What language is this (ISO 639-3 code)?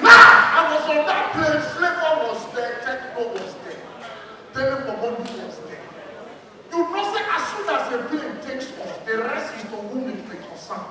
pcm